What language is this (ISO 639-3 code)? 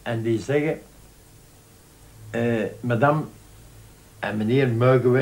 nld